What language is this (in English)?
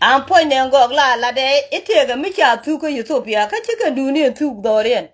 Nuer